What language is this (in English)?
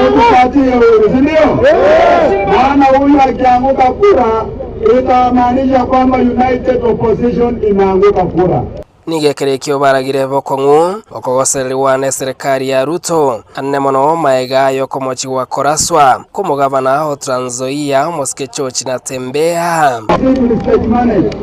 Gusii